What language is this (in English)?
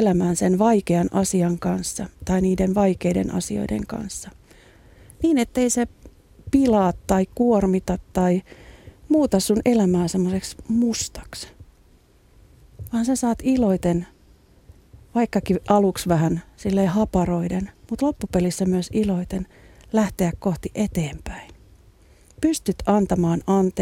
Finnish